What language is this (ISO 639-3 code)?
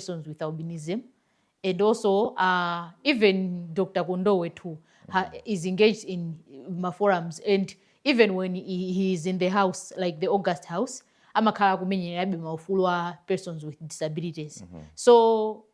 nya